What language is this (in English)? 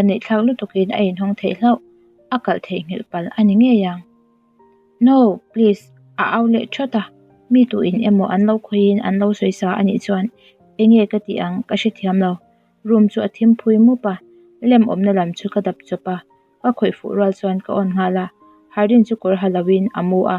Mizo